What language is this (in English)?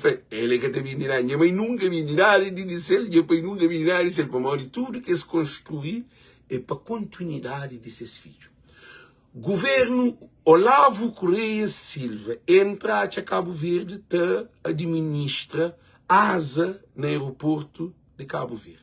Kabuverdianu